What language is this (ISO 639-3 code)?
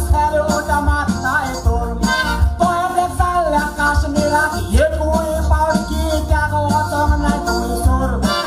kok